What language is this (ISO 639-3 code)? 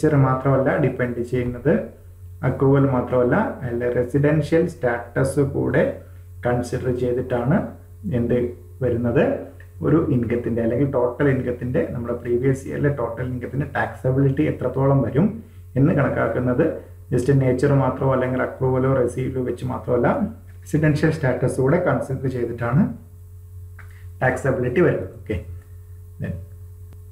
mal